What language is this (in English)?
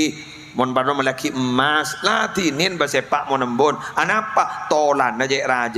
Madurese